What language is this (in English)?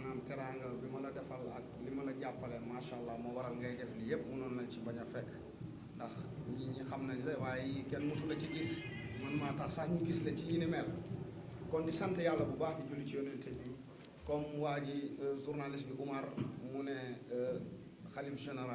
Wolof